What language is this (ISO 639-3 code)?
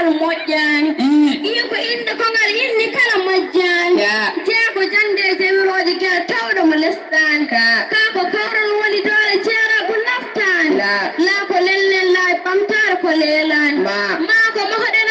ful